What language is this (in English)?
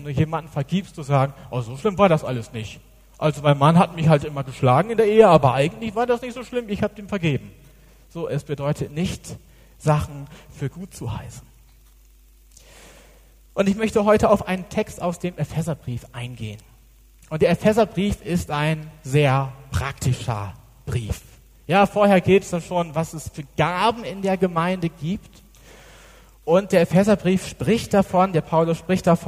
German